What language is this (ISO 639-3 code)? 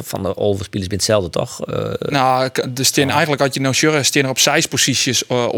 fry